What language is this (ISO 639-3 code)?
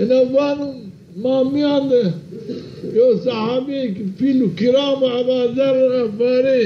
zza